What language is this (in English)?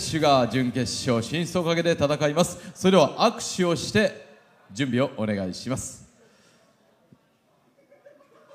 Japanese